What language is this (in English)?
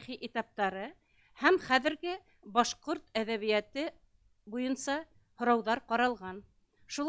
Bashkir